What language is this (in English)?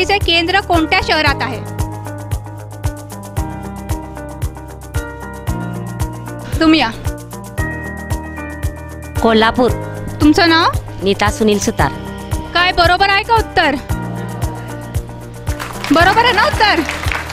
Marathi